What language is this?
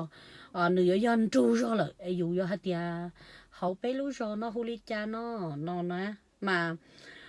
Hmong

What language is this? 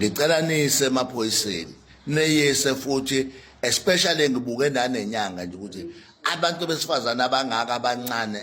Zulu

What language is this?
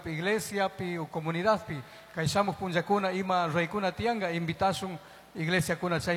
Chimborazo Highland Quichua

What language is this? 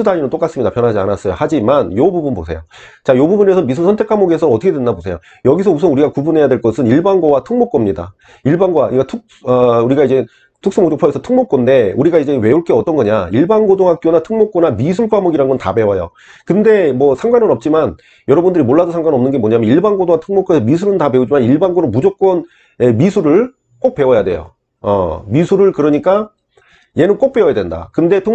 Korean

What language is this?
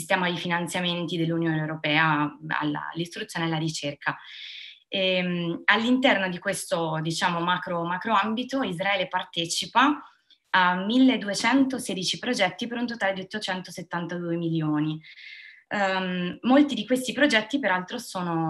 Italian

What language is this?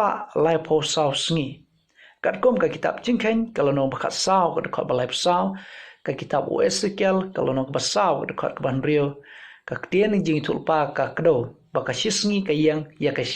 Khasi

